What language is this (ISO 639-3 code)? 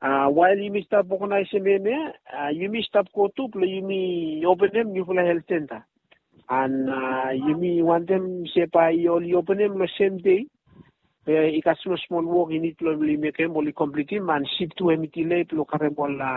bis